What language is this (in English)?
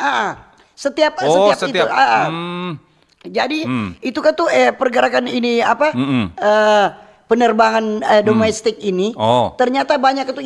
Manado Malay